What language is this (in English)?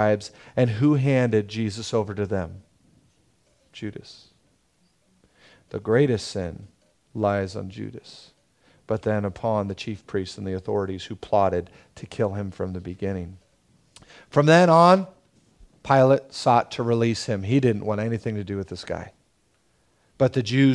English